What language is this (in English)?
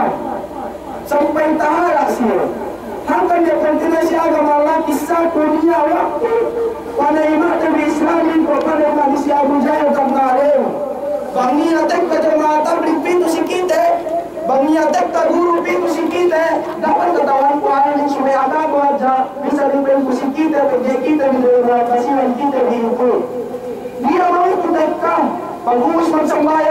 Yakan